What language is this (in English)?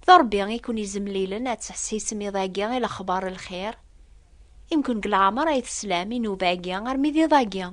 Kabyle